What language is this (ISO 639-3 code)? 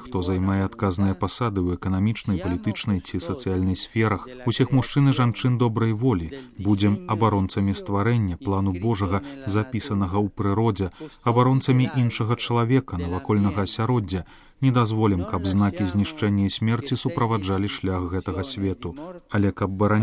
bel